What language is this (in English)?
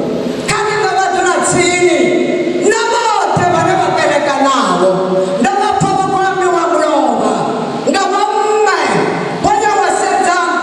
Venda